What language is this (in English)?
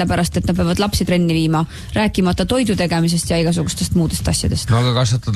Estonian